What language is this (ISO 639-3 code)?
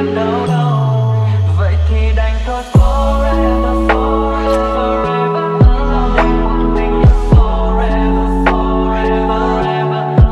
vie